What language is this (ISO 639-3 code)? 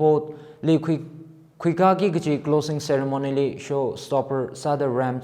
nmf